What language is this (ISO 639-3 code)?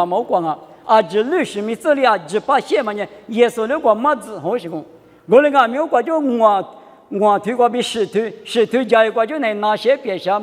lis